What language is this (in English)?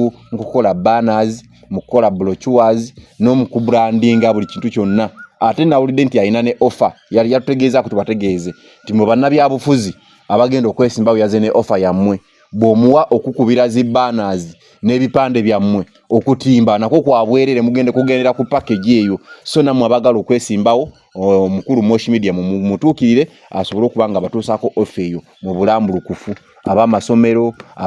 Ganda